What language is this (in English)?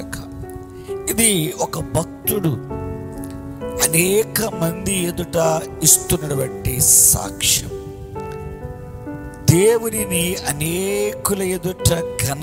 Telugu